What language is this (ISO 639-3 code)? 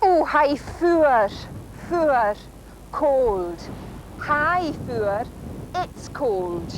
gla